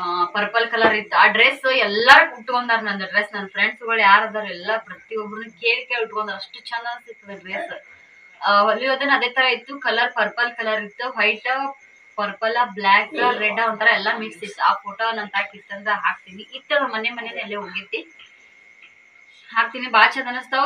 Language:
Kannada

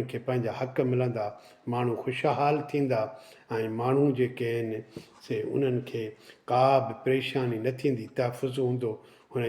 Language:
Sindhi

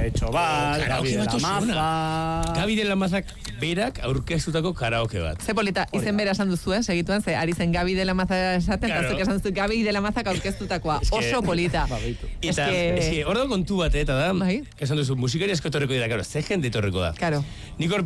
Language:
Basque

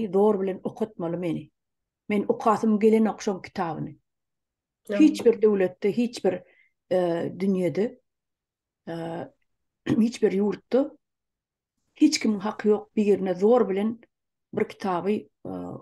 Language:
Turkmen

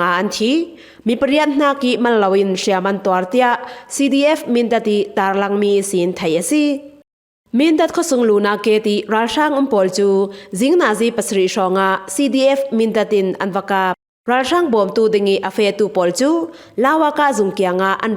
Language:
Falam Chin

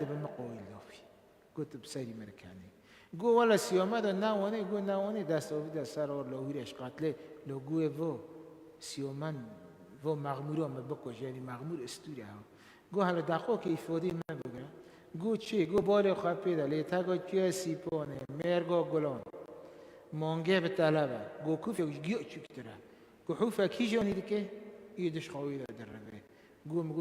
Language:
Kurdish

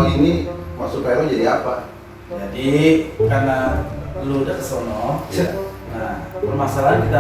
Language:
Betawi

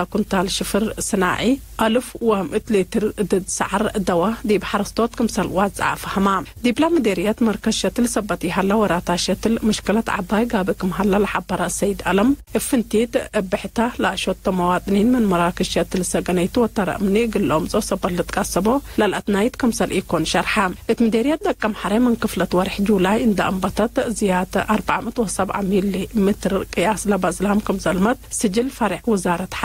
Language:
Tigre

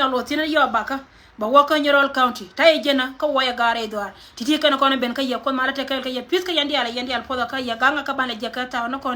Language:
Nuer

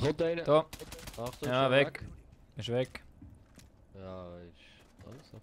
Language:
Swiss German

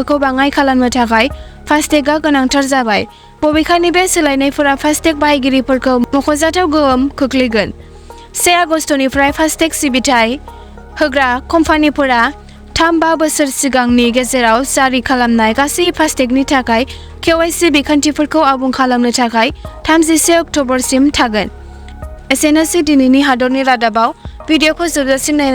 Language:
Bodo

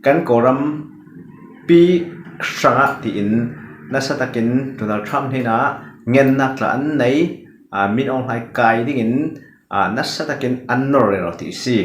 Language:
Falam Chin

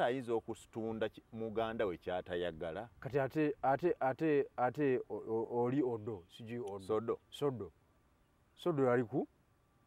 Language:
Ganda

